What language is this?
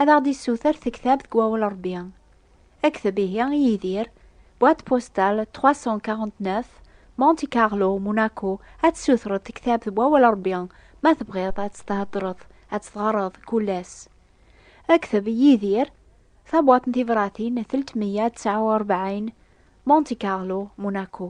Kabyle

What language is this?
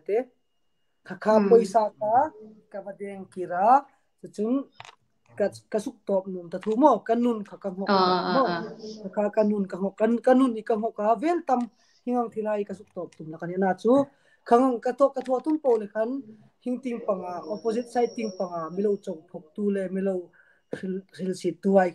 Hmar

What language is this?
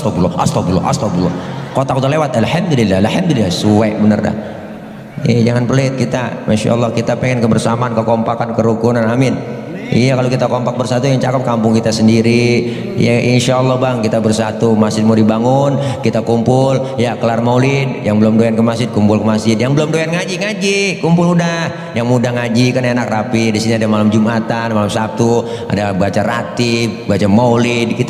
Betawi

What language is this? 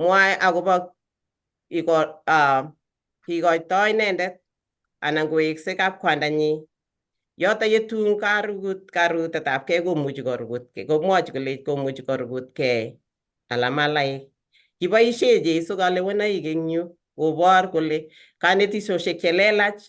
Kalenjin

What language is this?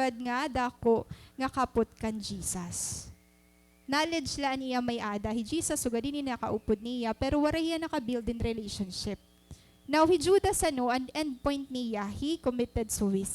Waray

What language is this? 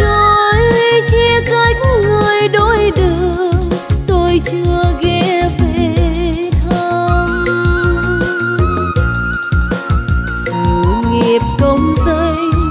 Vietnamese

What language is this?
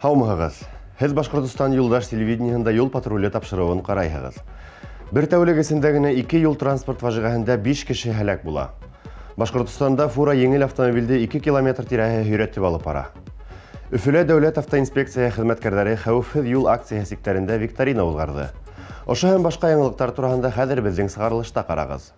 Bashkir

